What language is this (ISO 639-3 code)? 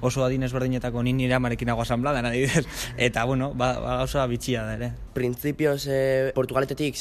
eus